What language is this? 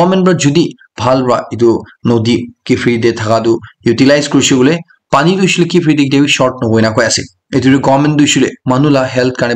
Naga Pidgin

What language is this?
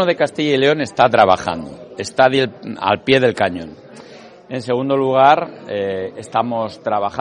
Spanish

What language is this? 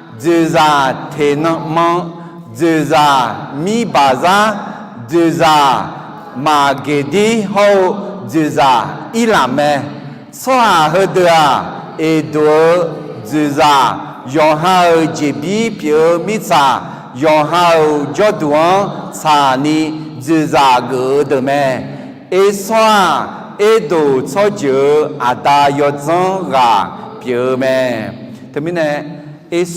Akha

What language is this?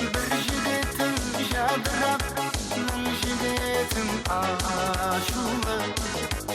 Kara-Kalpak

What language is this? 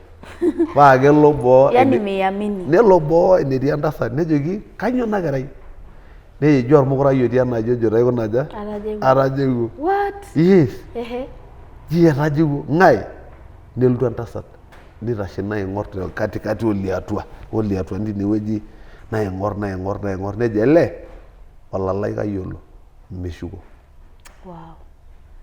Masai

